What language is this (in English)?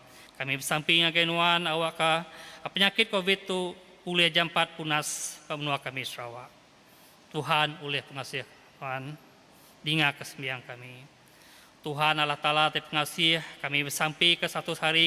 Iban